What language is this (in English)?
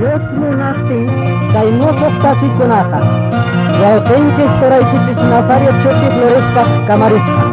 Quechua